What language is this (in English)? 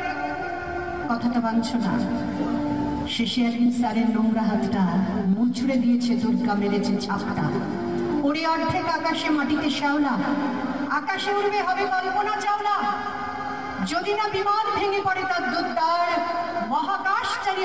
Bangla